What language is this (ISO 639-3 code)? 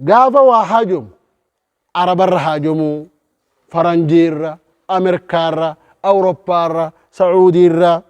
orm